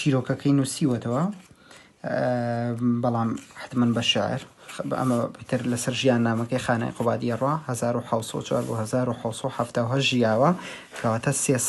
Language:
Central Kurdish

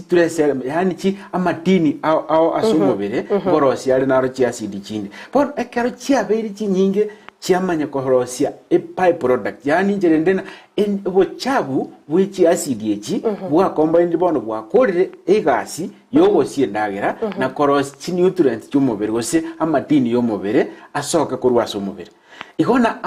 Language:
Gusii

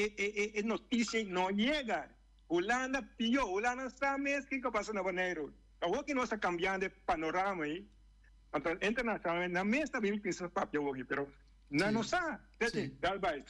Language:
Papiamento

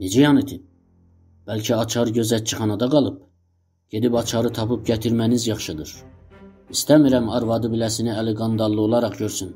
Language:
South Azerbaijani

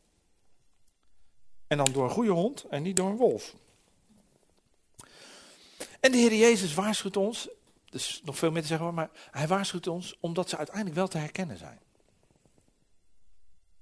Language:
Dutch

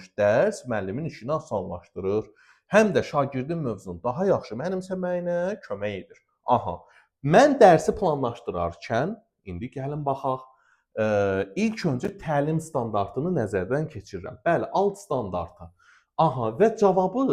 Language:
Azerbaijani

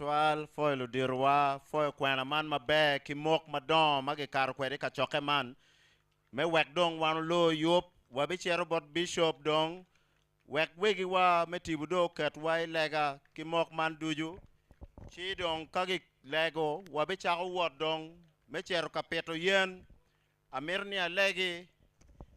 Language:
Acoli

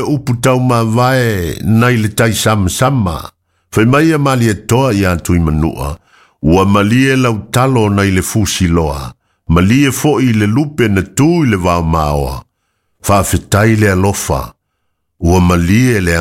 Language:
Samoan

